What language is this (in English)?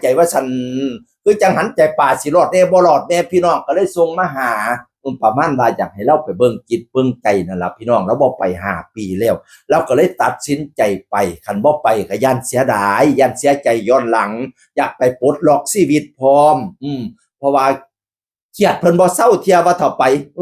Northeastern Thai